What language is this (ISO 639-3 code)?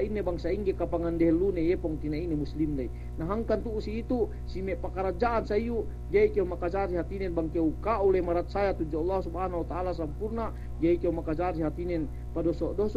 yka